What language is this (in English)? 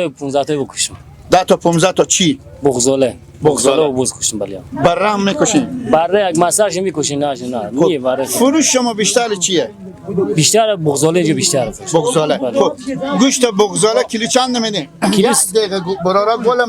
Persian